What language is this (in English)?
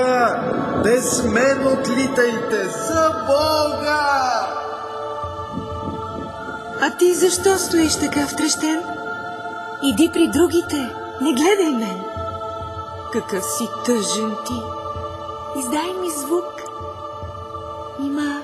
Bulgarian